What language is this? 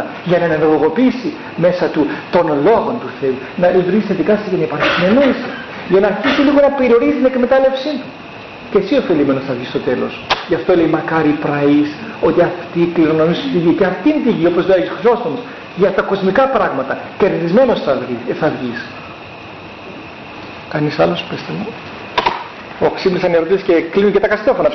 Greek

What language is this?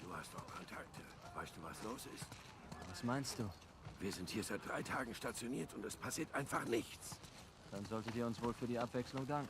Bavarian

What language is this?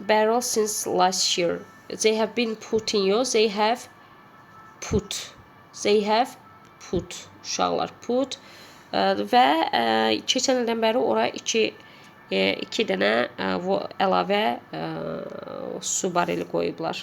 Azerbaijani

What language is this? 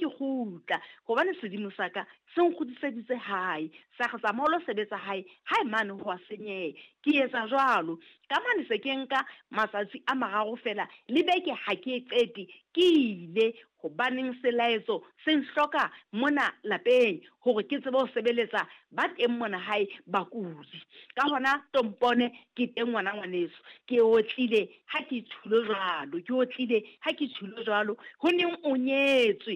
Southern Sotho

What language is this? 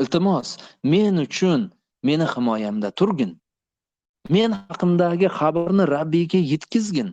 Uzbek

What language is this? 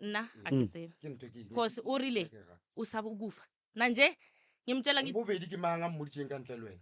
Northern Sotho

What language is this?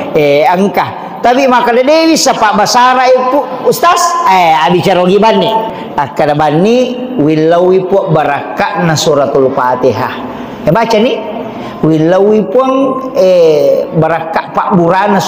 Buginese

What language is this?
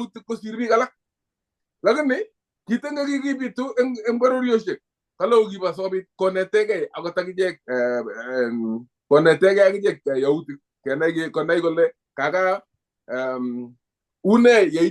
Kalenjin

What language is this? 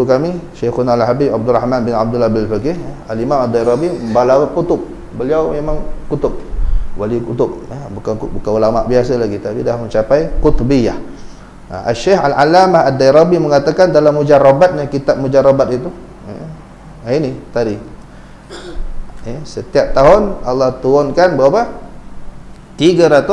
Malay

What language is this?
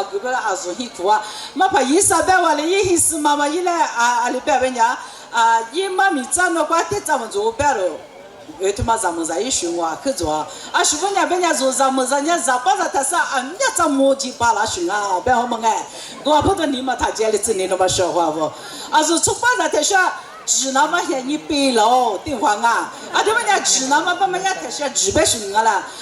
Lisu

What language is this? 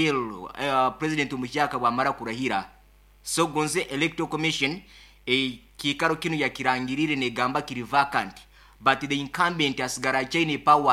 Nyoro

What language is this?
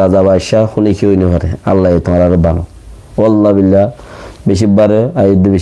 Rohingya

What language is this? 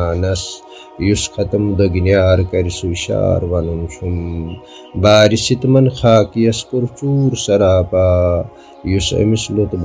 Kashmiri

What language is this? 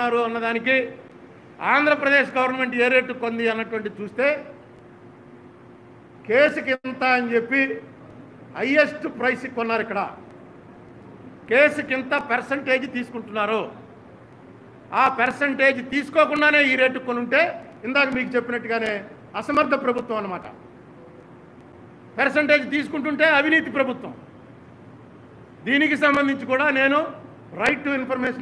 Telugu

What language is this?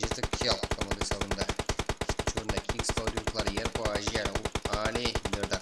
Kara-Kalpak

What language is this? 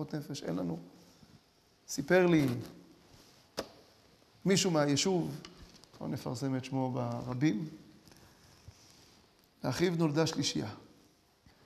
Hebrew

